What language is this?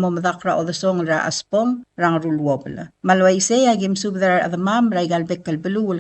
Palauan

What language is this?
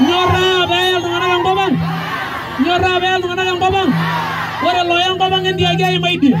Masai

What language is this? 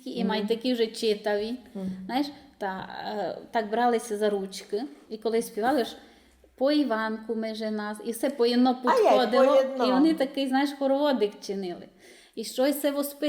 Rusyn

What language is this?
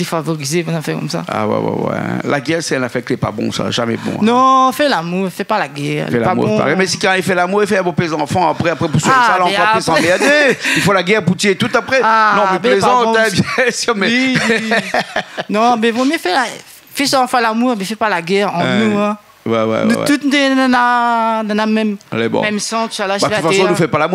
Réunion Creole French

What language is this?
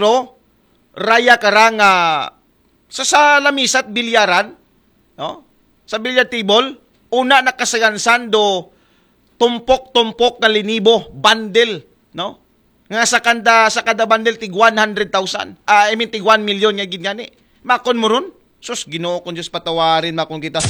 Aklanon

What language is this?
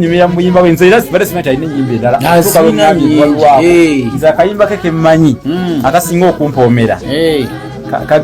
Ganda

